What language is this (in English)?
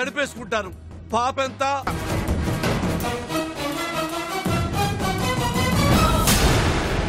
Telugu